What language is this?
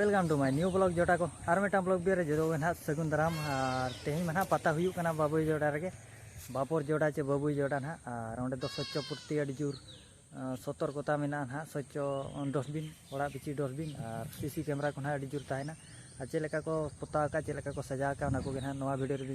Santali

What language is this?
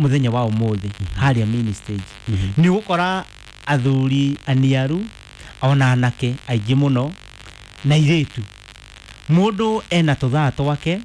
Kikuyu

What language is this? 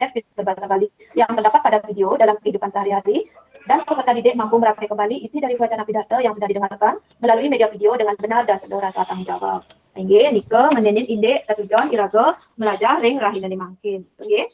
Balinese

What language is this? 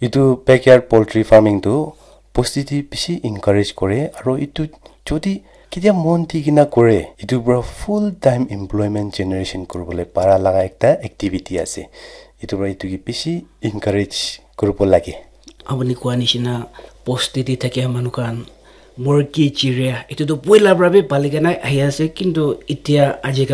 Naga Pidgin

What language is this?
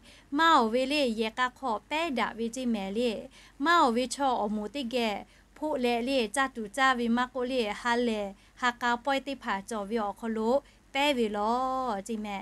Lahu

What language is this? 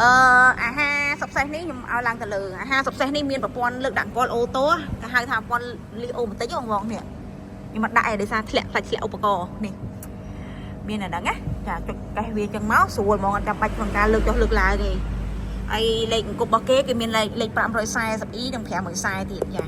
Khmer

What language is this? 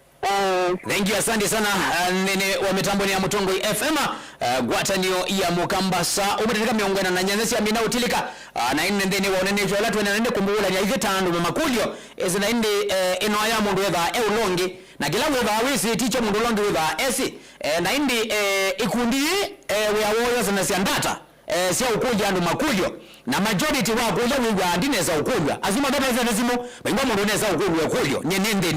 Kamba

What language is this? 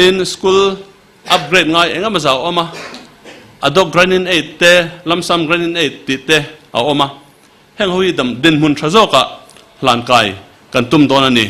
Mizo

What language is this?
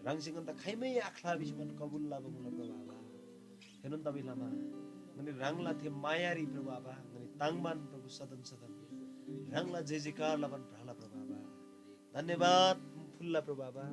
Eastern Tamang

